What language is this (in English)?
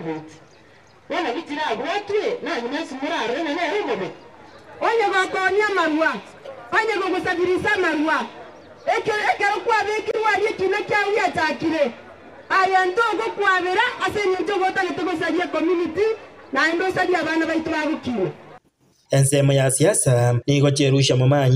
Gusii